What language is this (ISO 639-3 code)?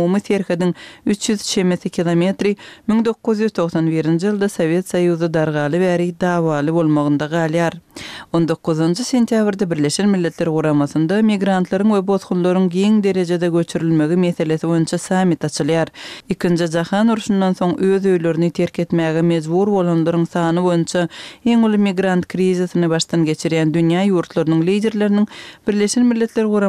kir